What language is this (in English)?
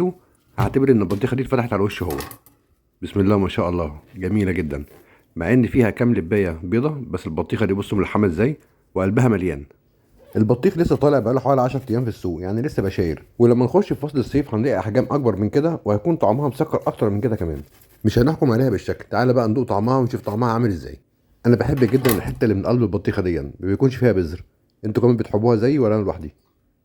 Egyptian Arabic